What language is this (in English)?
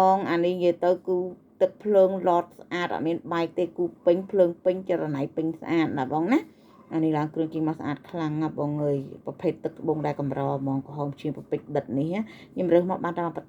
Khmer